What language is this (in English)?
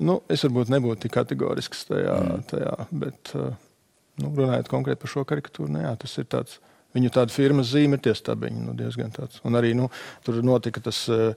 Latvian